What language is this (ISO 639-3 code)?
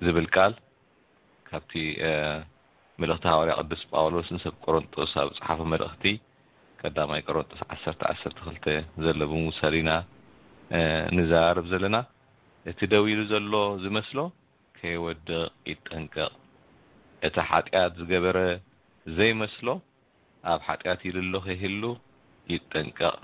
tir